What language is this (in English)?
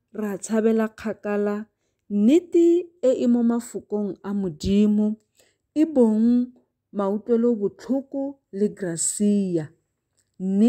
Tswana